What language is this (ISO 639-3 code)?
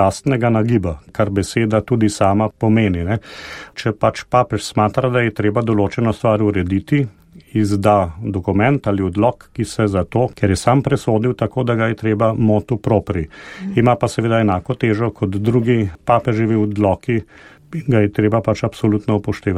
slv